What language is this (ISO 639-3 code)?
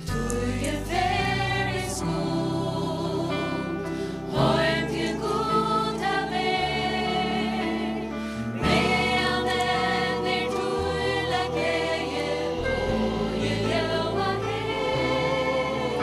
fao